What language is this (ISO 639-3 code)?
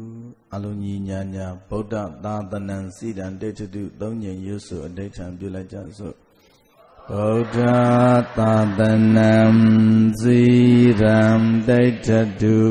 mya